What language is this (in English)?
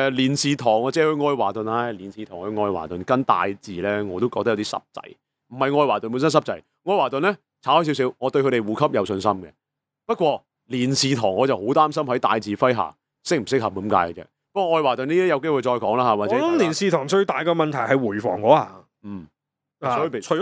Cantonese